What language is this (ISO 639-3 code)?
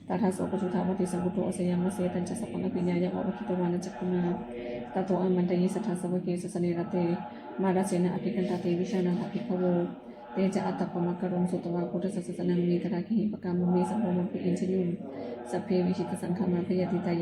pli